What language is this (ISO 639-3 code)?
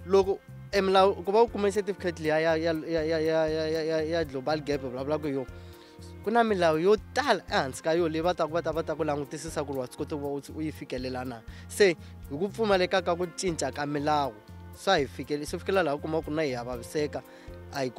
tso